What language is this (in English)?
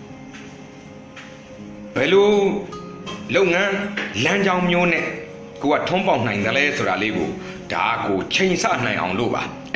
Burmese